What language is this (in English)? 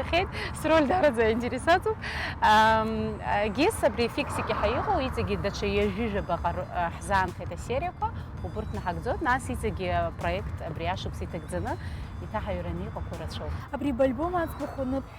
Abkhazian